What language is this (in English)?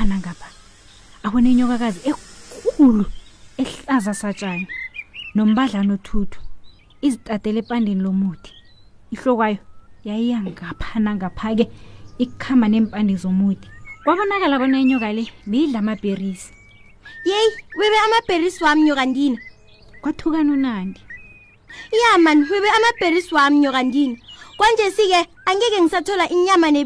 South Ndebele